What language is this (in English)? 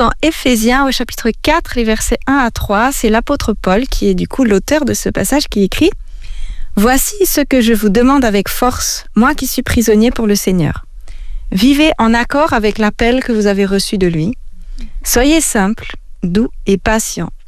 French